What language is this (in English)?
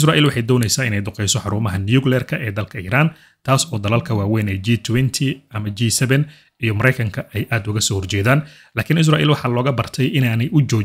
Somali